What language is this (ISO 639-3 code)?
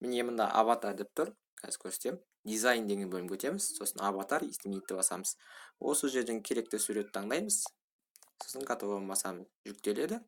kaz